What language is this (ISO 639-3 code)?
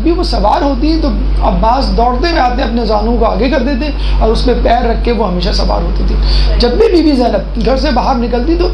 urd